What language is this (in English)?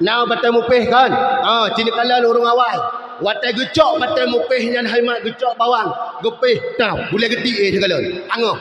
Achinese